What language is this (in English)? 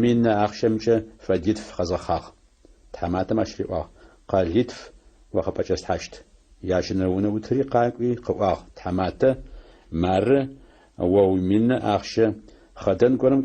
Adyghe